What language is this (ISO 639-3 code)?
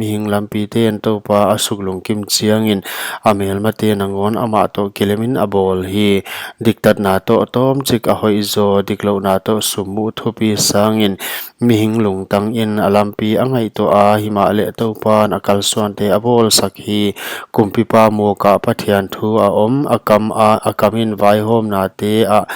pck